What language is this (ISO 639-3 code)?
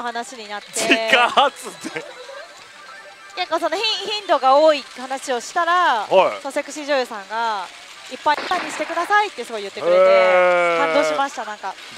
jpn